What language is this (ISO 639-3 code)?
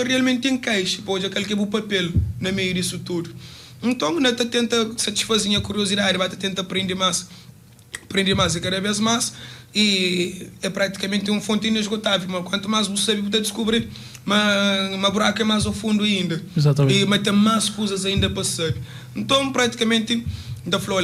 kea